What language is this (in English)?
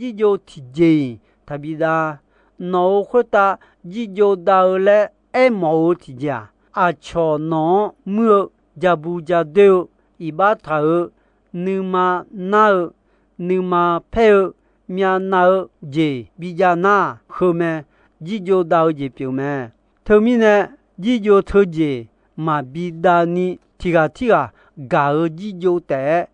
Akha